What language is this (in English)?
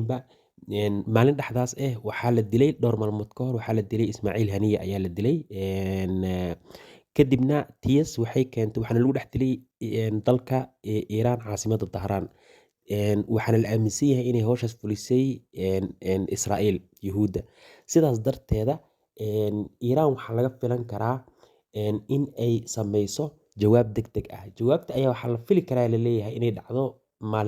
Somali